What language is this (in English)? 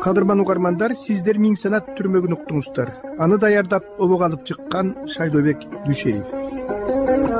Kyrgyz